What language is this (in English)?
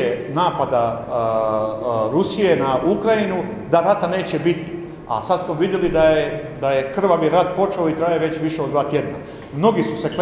Croatian